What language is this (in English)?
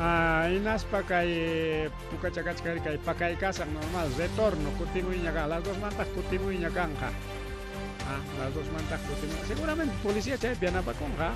Ayacucho Quechua